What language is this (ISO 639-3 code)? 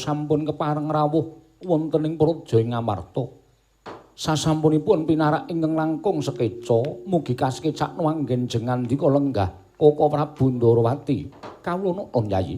jav